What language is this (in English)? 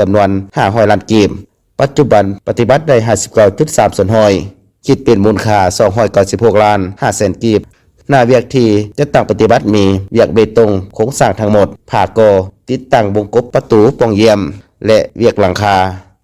Lao